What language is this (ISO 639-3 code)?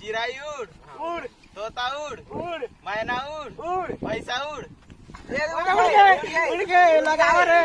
hne